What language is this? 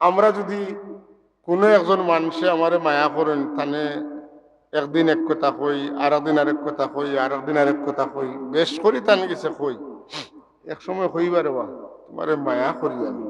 Sylheti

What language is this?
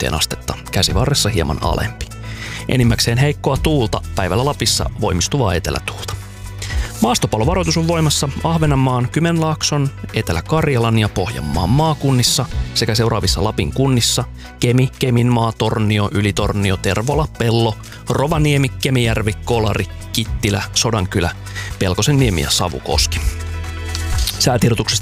Finnish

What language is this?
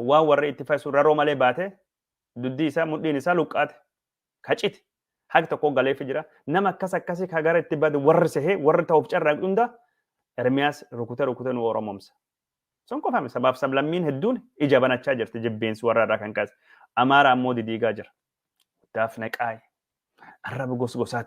Oromo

